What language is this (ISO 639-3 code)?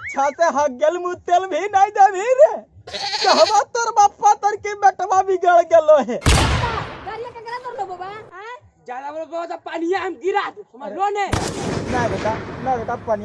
mag